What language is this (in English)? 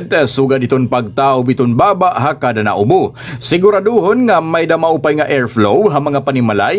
Waray